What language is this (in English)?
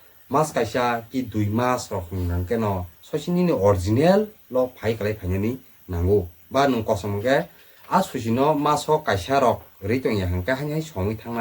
Kok Borok